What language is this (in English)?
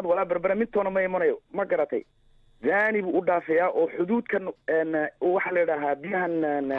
Somali